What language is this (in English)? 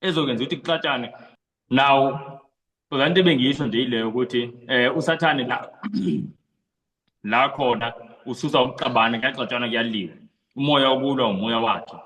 Zulu